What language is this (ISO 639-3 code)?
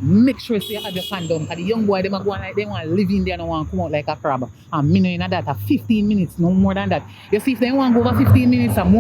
jam